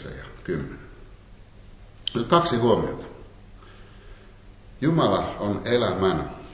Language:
Finnish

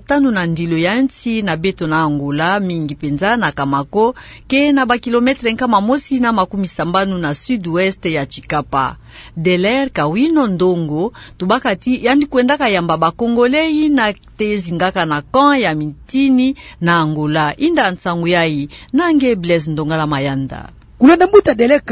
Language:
Kituba (Democratic Republic of Congo)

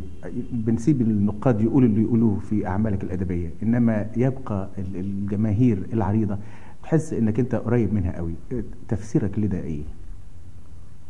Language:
Egyptian Arabic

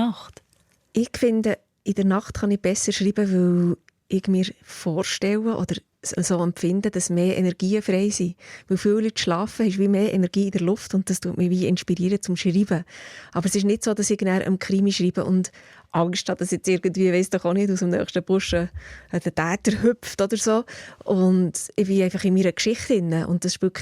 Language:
Swiss German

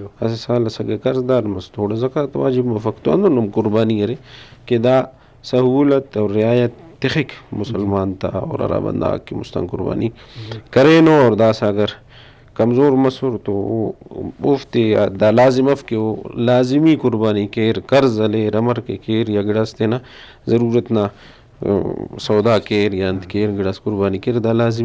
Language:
Brahui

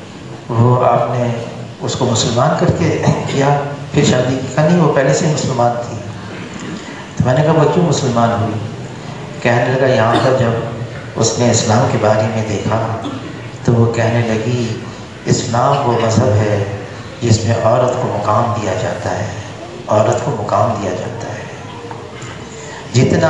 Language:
Urdu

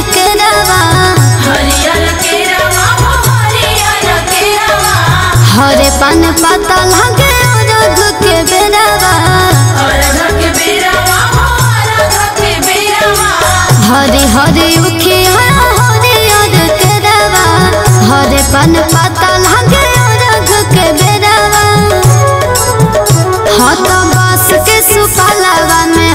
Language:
Bhojpuri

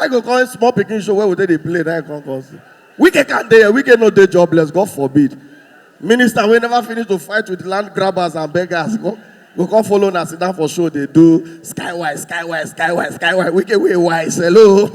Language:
Nigerian Pidgin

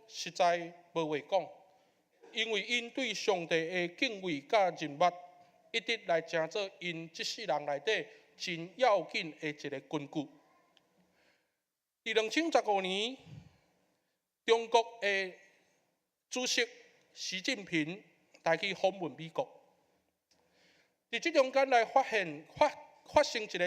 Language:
Min Nan Chinese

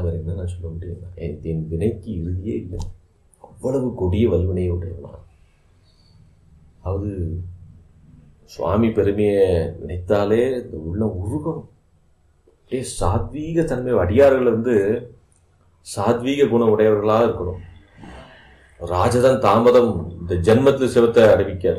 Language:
Tamil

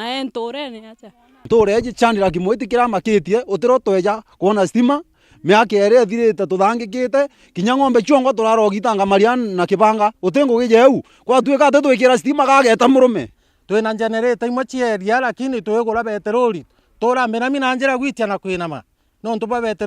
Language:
Meru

